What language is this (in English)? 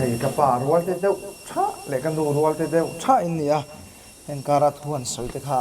Mizo